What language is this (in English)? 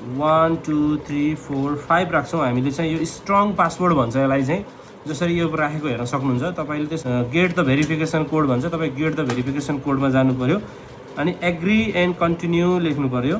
Nepali